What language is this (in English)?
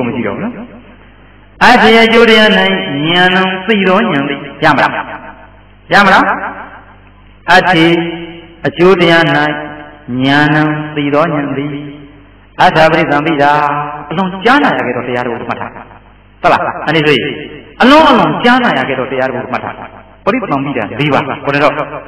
Burmese